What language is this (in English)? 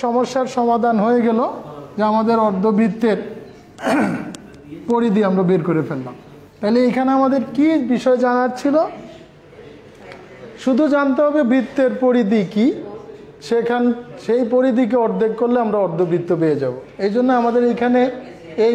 Bangla